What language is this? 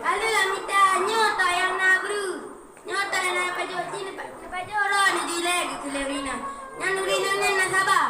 Achinese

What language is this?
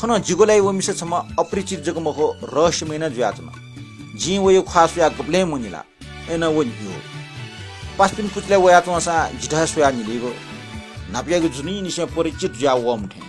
Newari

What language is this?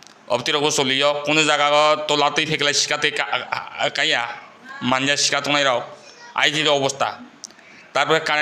Kok Borok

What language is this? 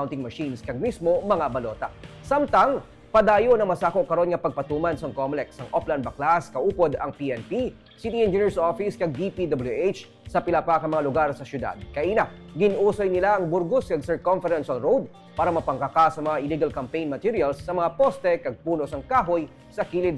Hiligaynon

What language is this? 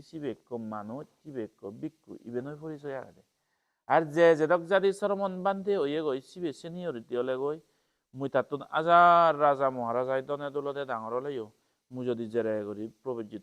Chakma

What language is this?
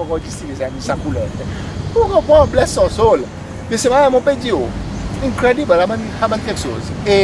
Seselwa Creole French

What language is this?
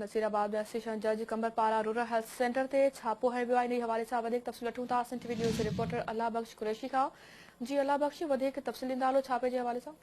Sindhi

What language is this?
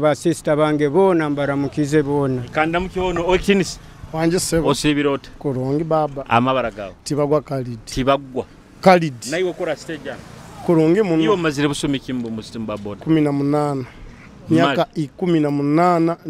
Nyoro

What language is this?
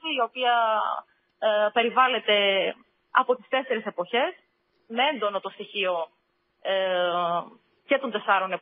Greek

